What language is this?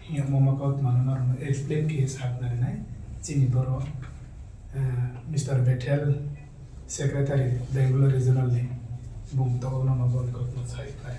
Riang (India)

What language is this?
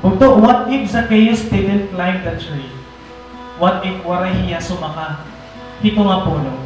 Waray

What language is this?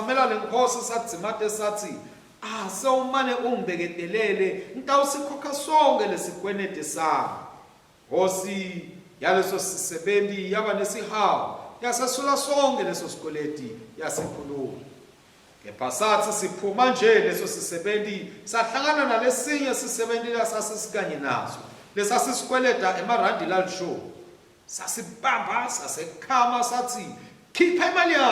Swati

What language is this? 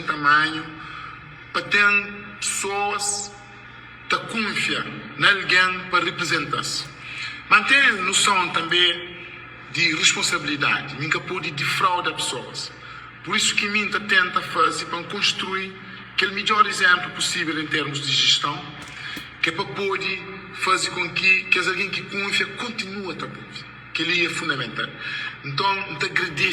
Kabuverdianu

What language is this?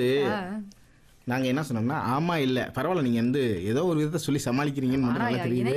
Tamil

